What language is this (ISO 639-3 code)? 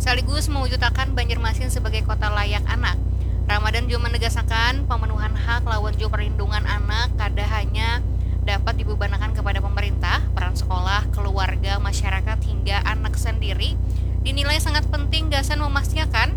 bjn